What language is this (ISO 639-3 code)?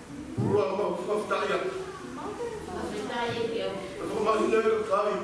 ton